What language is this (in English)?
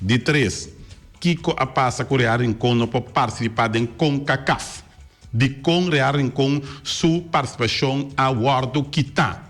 Papiamento